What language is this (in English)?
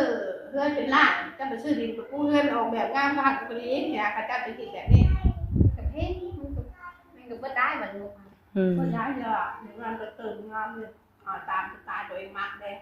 Northeastern Thai